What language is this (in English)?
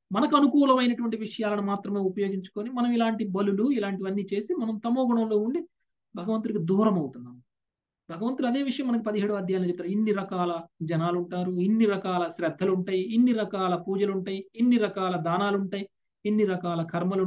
Telugu